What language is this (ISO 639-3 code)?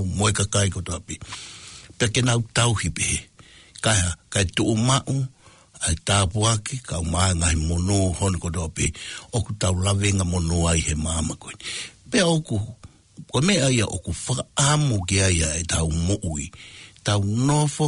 ton